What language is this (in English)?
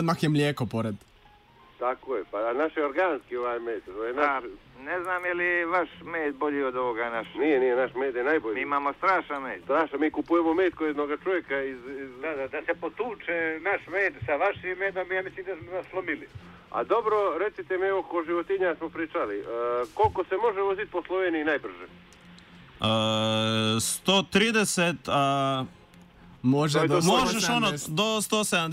Serbian